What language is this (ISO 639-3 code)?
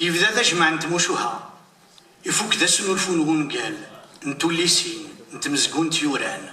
kab